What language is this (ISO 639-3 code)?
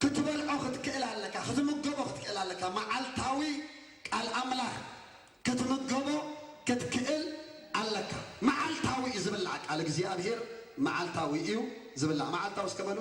tir